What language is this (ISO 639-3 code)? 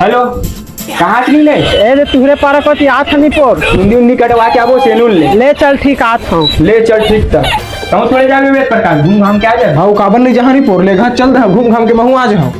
hne